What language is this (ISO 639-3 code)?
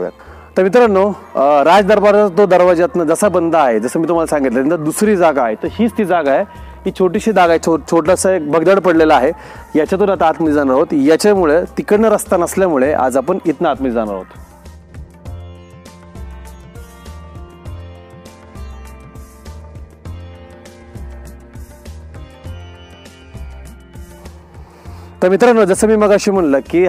mar